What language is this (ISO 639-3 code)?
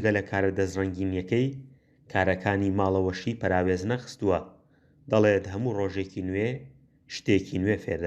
ckb